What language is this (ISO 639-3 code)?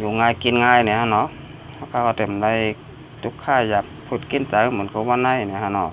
shn